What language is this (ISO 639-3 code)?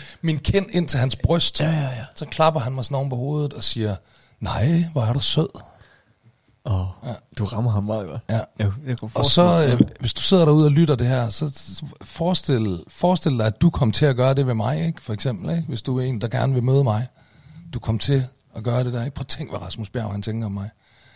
dan